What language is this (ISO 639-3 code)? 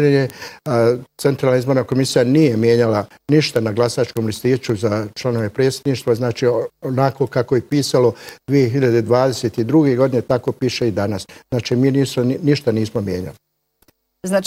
bos